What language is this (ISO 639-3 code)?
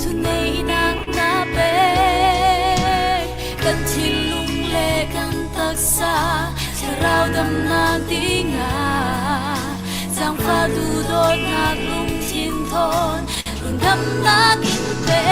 cfm